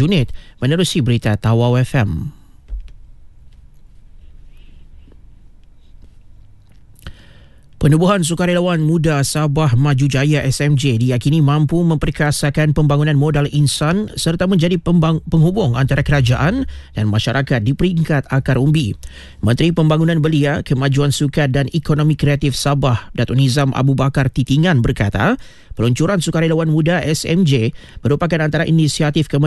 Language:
Malay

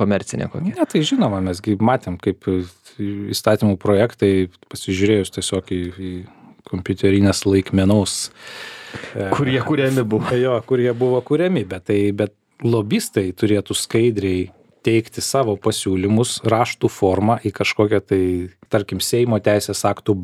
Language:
Lithuanian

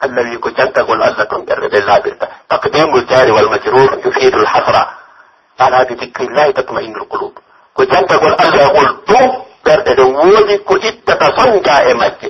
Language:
Pular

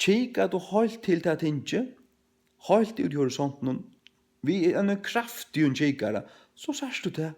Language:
Faroese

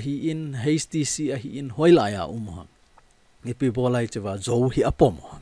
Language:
Thado Chin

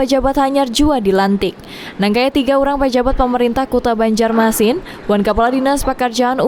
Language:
Banjar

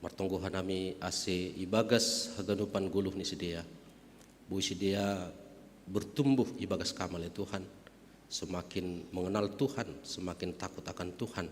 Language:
Batak Simalungun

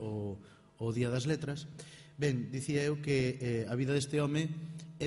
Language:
Galician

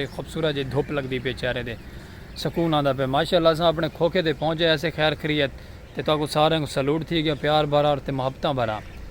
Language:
Saraiki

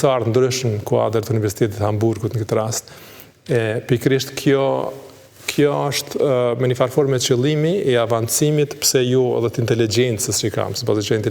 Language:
Albanian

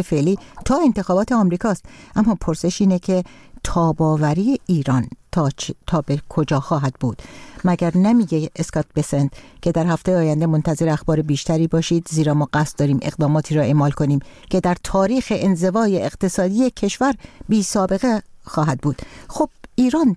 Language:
Persian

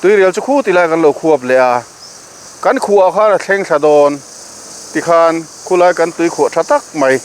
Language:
Mizo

